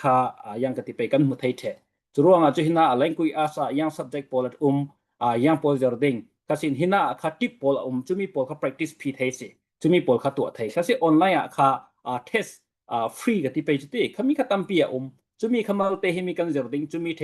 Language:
Falam Chin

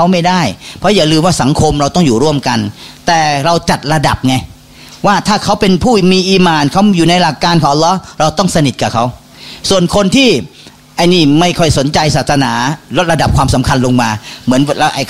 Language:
Thai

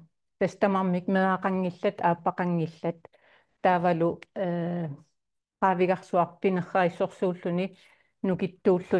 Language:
Kalaallisut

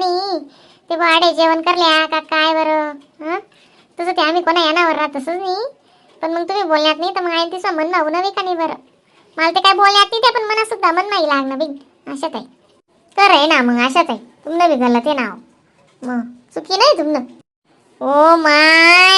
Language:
Khandesi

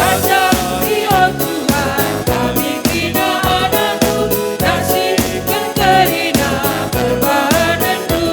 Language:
Batak Karo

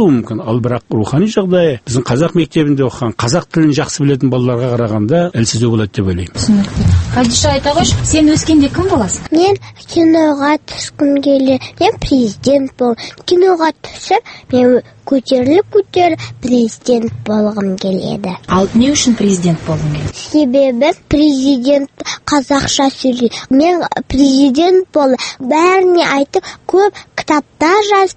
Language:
Kazakh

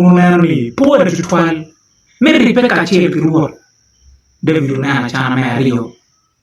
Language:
Acoli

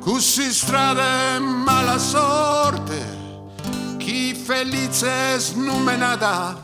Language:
Sardinian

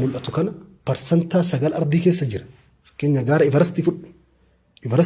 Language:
Oromo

